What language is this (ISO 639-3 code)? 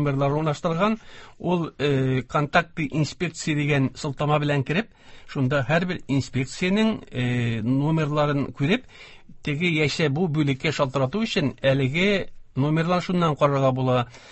tat